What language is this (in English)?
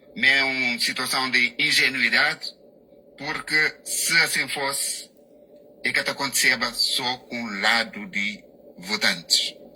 Kabuverdianu